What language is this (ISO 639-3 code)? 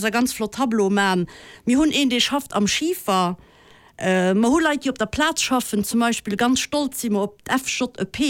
ltz